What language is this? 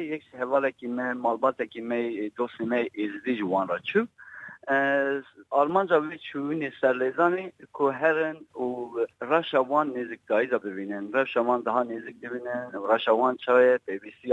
Kurdish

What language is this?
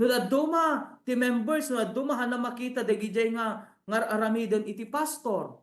Iloko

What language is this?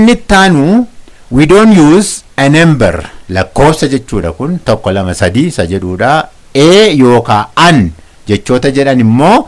Oromo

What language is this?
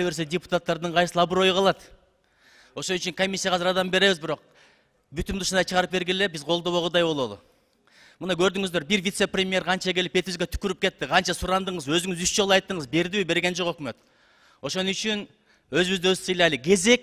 Kyrgyz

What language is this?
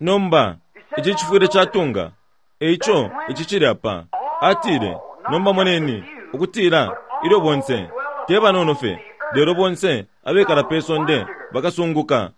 Bemba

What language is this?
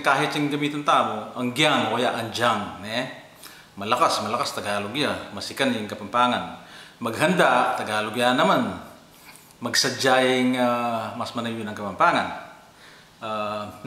Pampanga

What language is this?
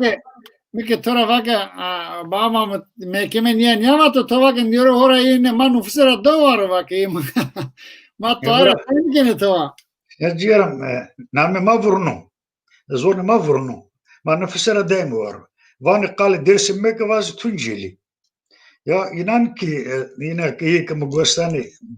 Zaza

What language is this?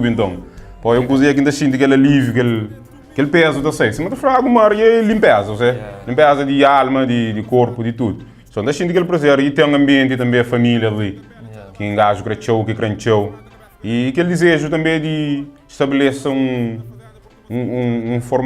Kabuverdianu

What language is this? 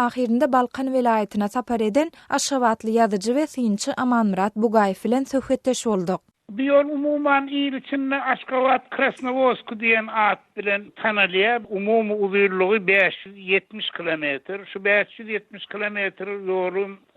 Turkmen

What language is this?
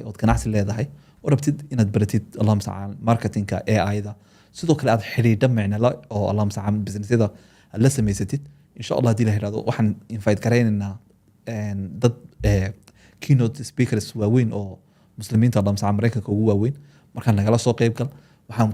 Somali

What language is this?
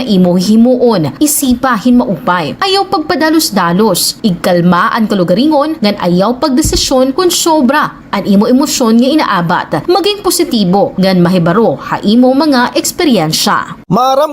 Waray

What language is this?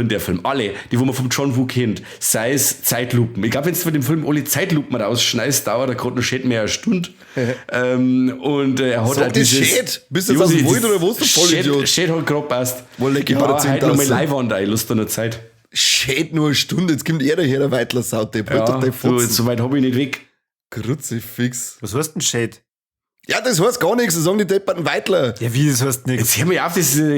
Bavarian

